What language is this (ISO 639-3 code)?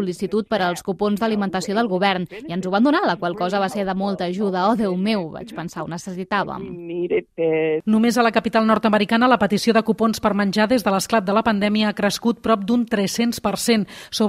cat